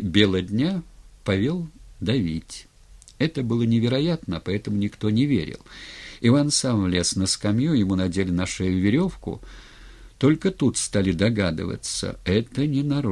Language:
Russian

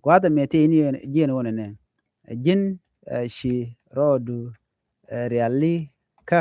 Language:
Nuer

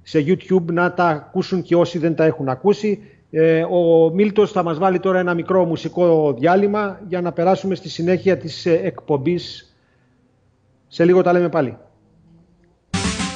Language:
Greek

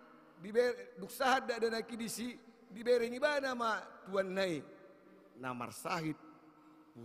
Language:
Batak Toba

